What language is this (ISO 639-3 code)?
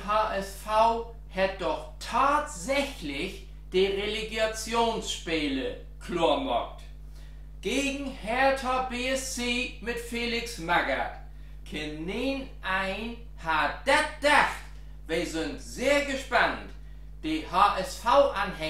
nds